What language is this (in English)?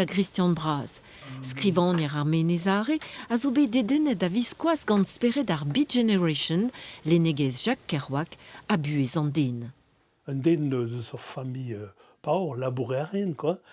Breton